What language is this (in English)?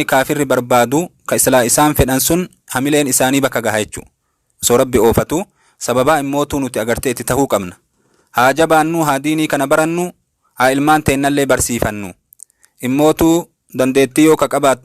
Oromo